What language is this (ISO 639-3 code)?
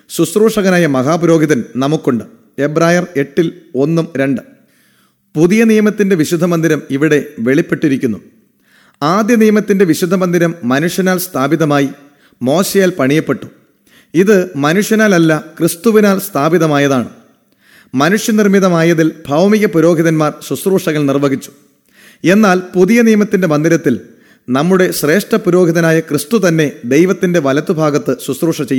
mal